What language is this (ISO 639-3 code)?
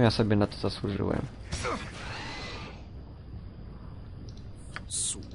pol